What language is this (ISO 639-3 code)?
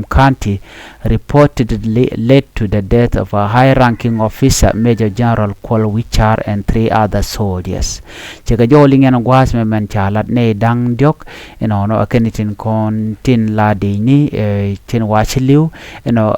nus